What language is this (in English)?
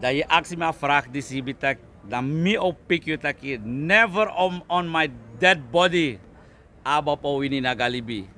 Sranan Tongo